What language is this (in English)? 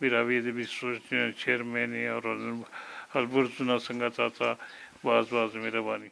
Brahui